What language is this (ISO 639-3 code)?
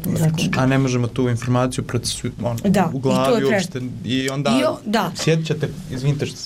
bos